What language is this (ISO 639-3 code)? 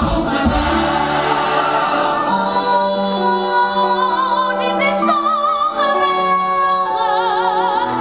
nld